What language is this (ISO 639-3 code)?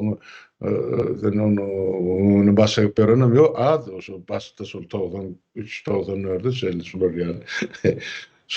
tuk